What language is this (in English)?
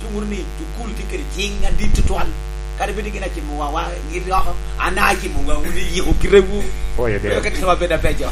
Lango (Uganda)